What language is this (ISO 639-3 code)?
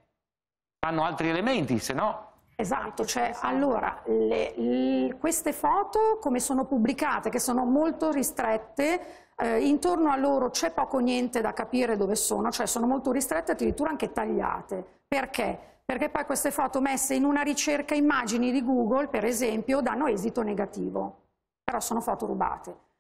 ita